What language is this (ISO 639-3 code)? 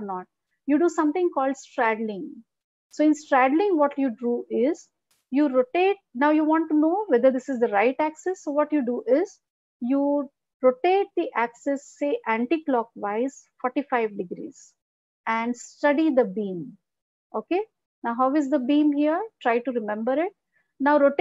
eng